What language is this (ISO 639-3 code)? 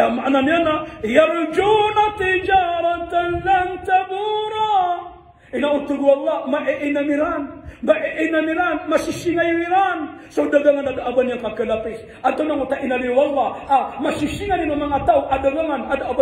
mrw